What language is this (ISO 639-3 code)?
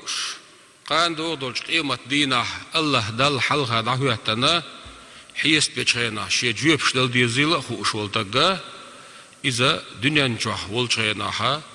che